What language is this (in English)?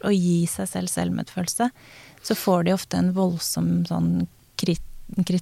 Norwegian